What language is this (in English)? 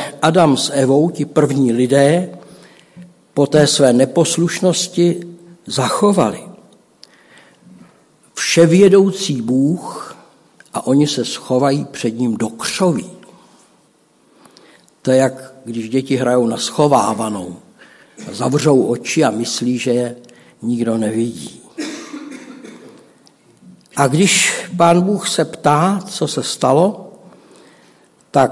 Czech